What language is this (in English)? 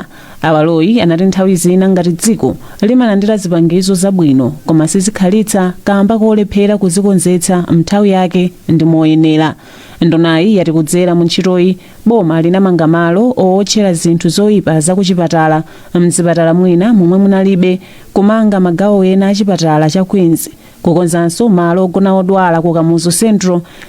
Nyanja